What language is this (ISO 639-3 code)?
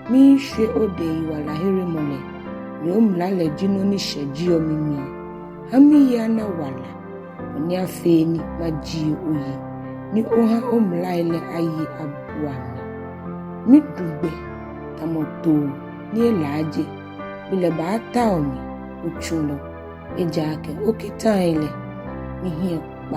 gaa